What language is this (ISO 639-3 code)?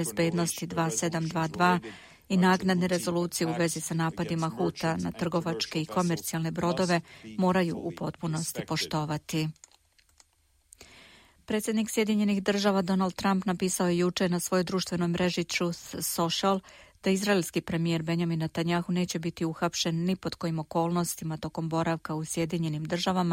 srp